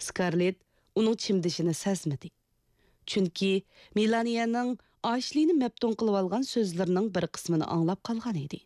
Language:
Uyghur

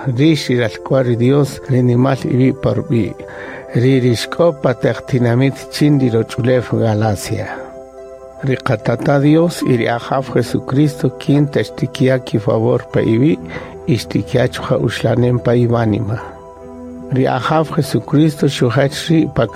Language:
Kaqchikel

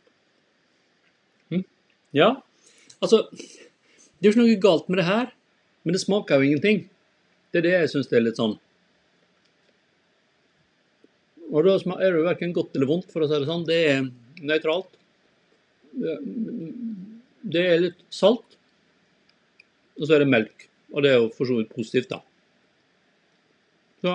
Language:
Norwegian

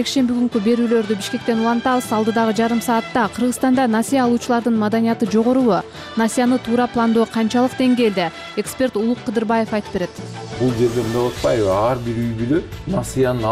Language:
Kyrgyz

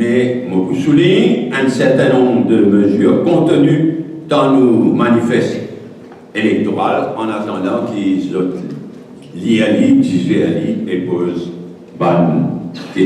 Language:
Morisyen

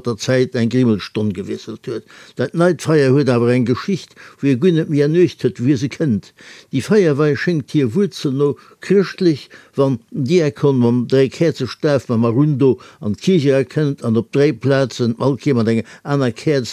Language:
Luxembourgish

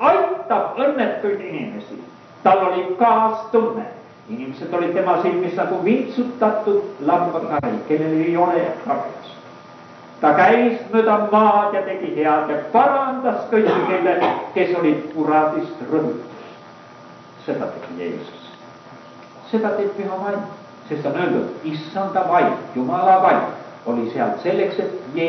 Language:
Estonian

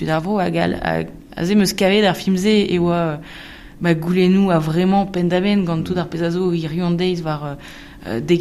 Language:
Breton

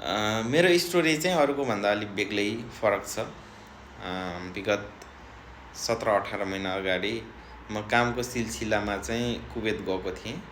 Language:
Nepali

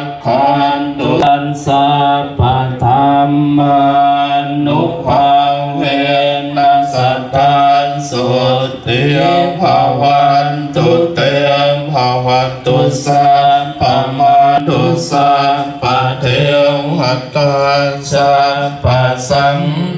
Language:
Pali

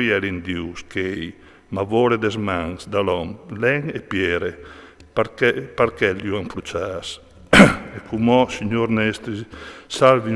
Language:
Friulian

